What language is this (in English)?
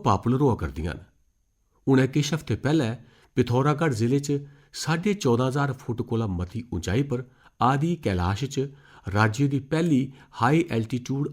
Dogri